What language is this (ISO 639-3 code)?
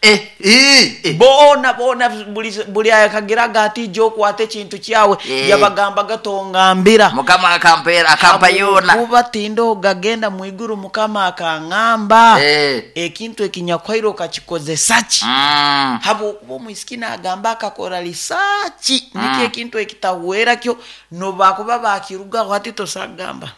nyo